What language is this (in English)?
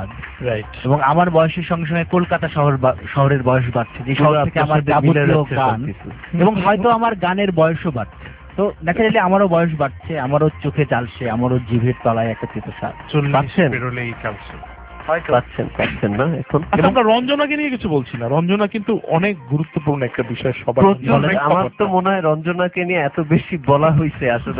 Bangla